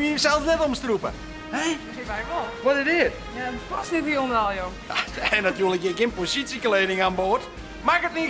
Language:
Western Frisian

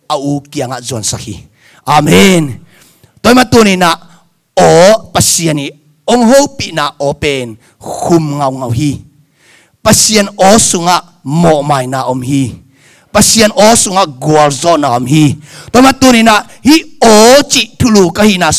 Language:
Tedim Chin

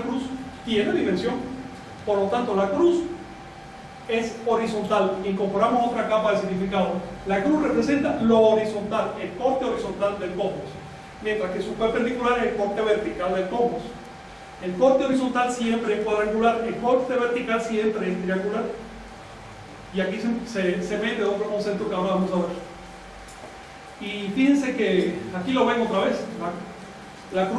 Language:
Spanish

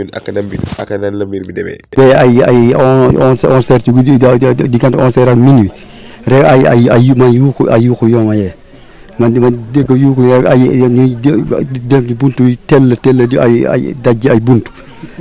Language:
Wolof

